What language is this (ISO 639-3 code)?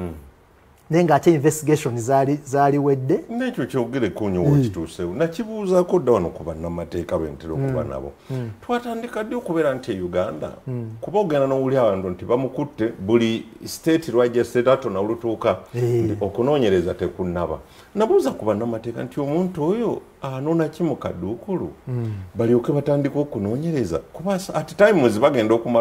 lug